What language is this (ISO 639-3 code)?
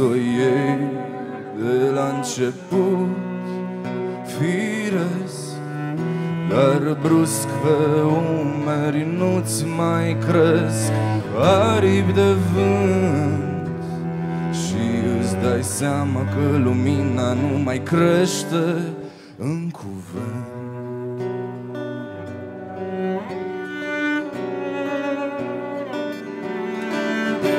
ron